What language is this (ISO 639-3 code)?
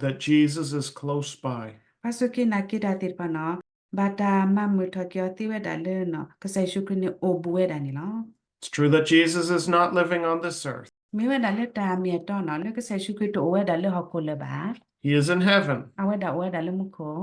ksw